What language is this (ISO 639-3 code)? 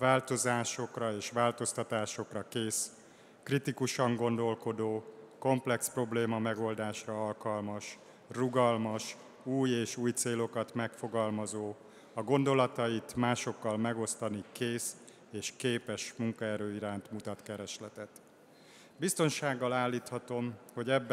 hun